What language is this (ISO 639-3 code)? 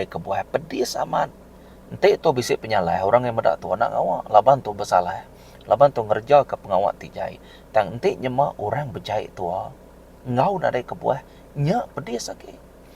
iba